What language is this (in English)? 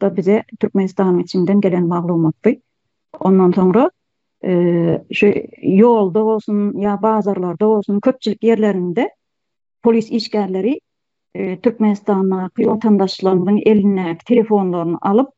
Turkmen